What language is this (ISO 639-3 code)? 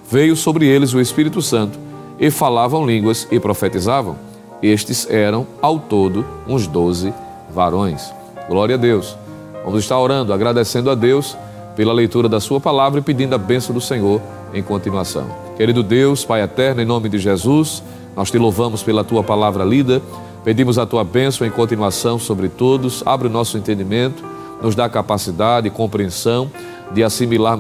por